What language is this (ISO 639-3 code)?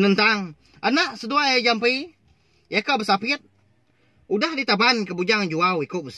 iba